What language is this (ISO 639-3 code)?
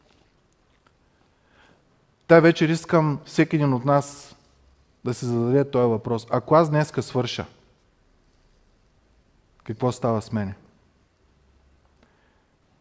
bul